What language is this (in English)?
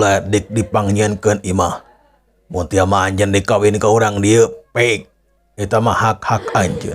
Sundanese